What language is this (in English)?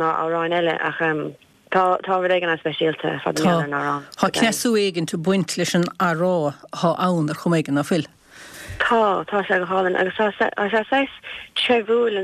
Irish